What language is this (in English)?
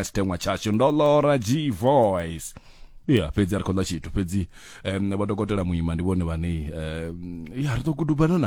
Venda